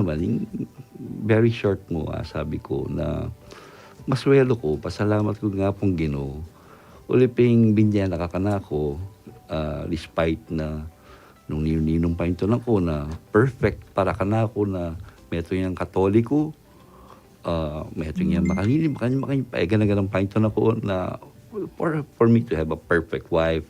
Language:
Pampanga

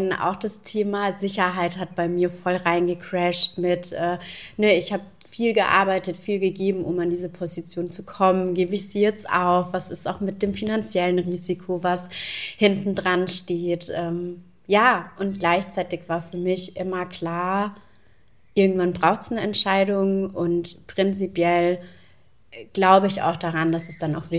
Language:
German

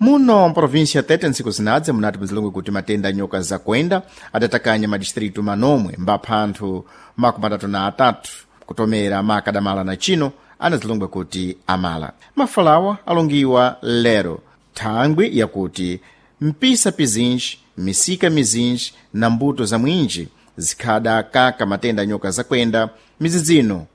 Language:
Sena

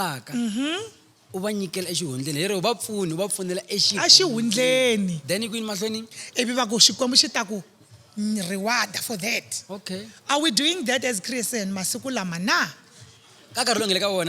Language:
Tsonga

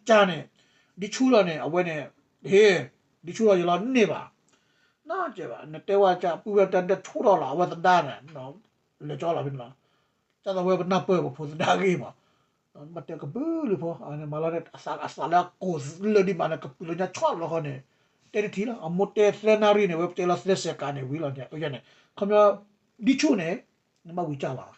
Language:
S'gaw Karen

